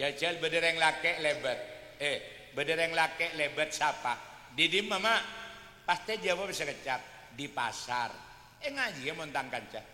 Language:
Madurese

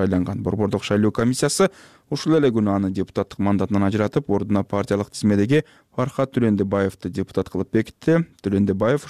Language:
Kyrgyz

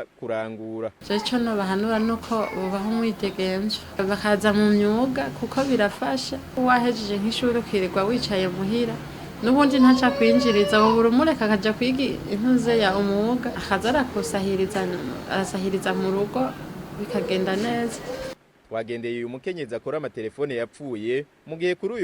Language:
Rundi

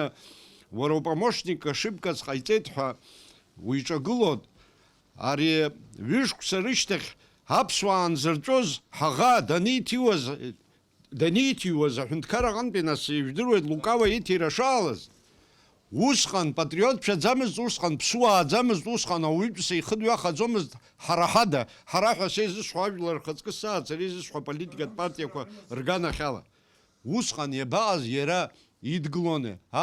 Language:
Abkhazian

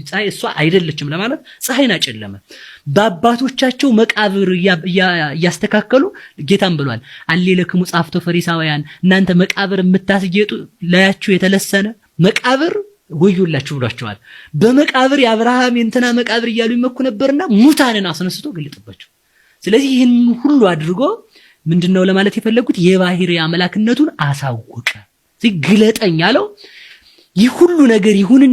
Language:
Amharic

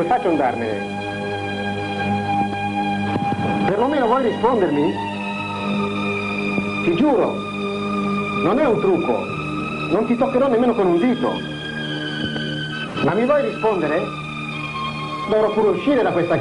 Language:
Italian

